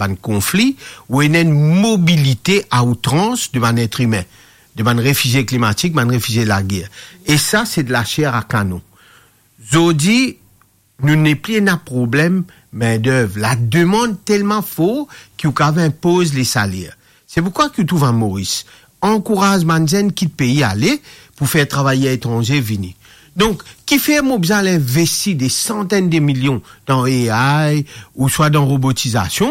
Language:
Morisyen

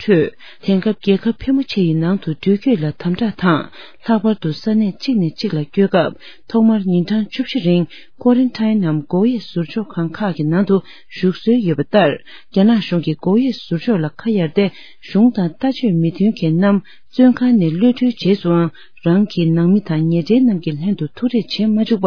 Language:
Tibetan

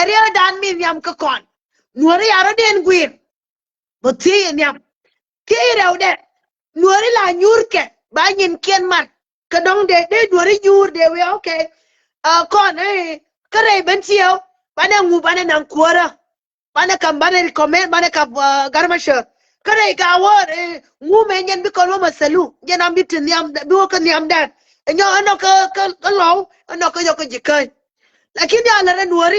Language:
Nuer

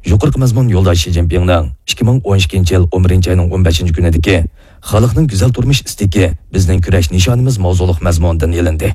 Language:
Uyghur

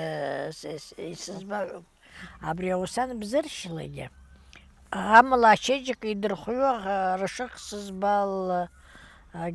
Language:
Abkhazian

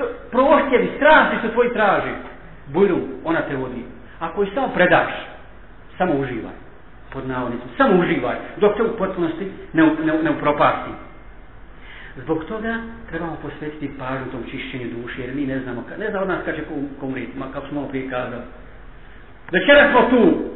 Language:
Bosnian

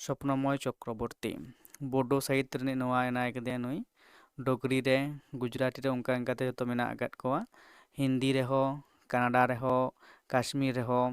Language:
Santali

